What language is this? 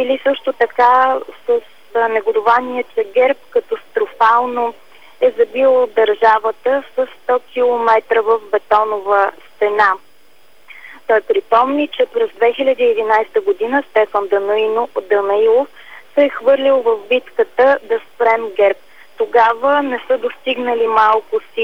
Bulgarian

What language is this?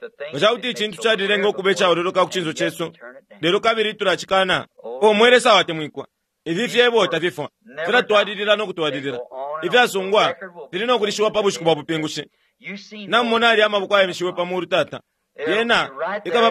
Bemba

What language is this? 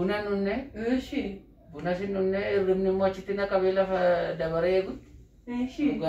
Oromo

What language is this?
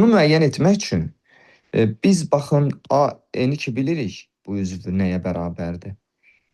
Azerbaijani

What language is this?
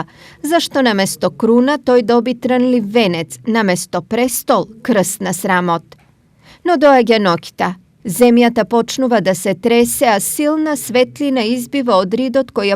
Macedonian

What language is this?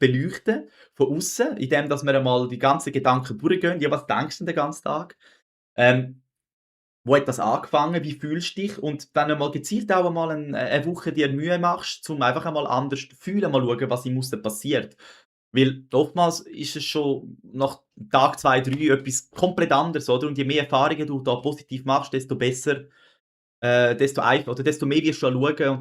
Swiss German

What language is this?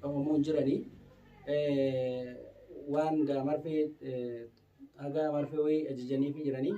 Oromo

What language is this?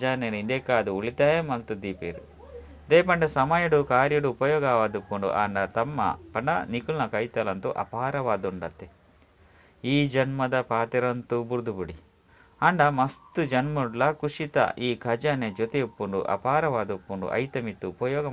Tulu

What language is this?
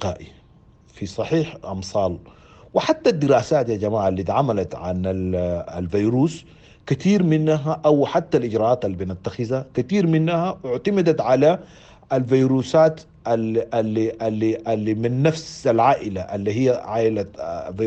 Sudanese Arabic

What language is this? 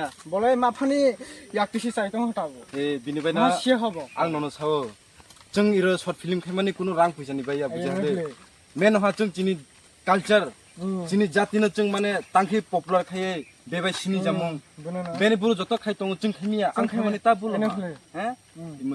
Kok Borok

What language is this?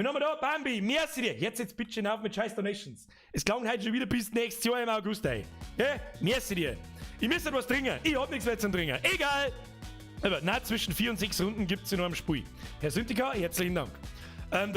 Bavarian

